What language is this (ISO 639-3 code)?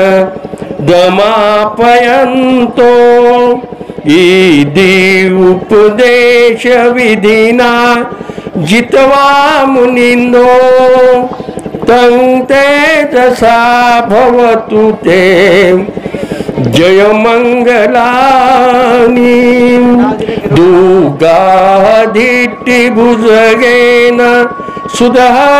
mar